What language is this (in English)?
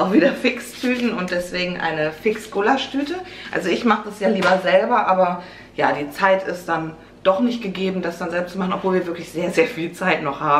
German